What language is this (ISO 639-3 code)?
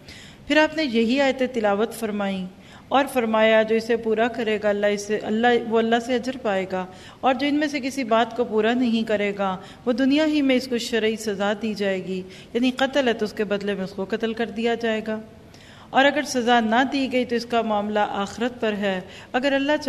urd